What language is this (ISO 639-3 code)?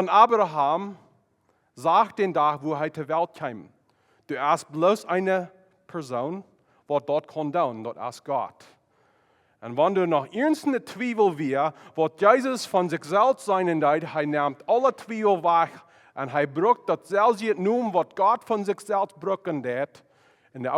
pdt